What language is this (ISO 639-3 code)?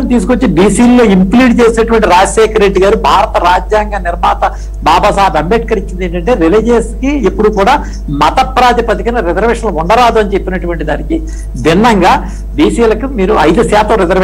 tel